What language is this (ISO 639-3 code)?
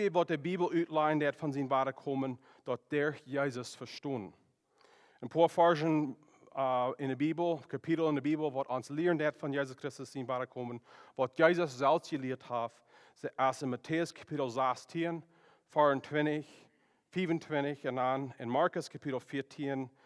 pdt